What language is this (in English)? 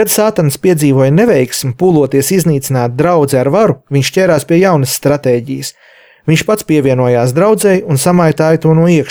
Latvian